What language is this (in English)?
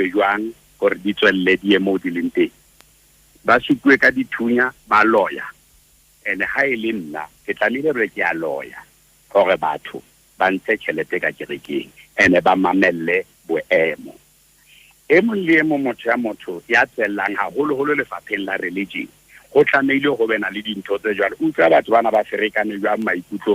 Southern Sotho